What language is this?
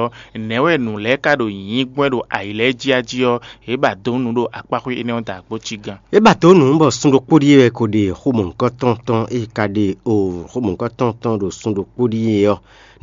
Fon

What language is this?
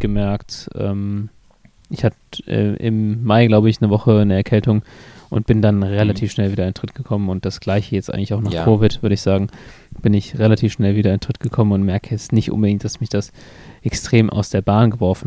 German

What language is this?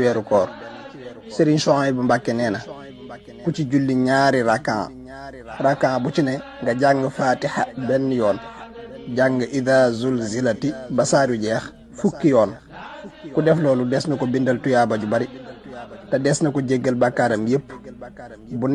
Wolof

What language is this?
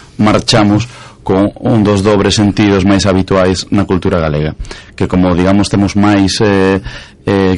Galician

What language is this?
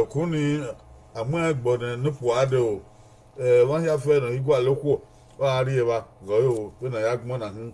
Bini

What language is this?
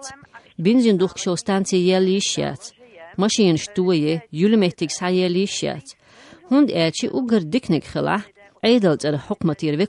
Chechen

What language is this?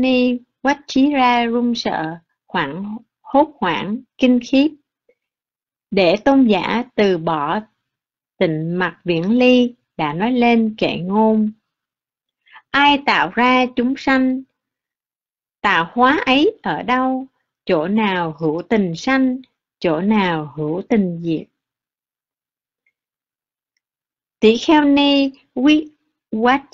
Vietnamese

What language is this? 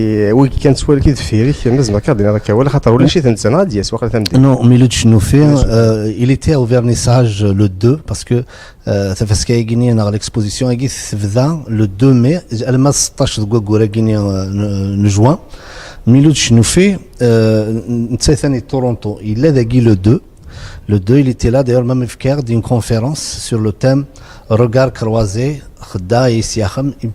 Kabyle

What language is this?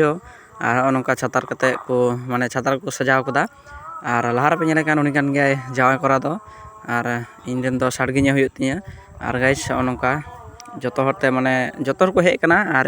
Santali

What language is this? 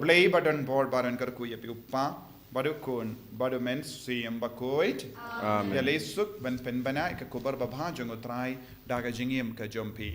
Khasi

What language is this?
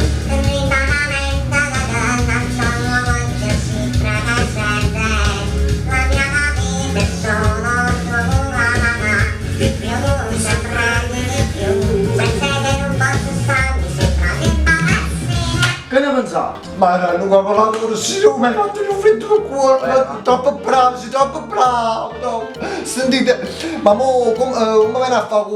Neapolitan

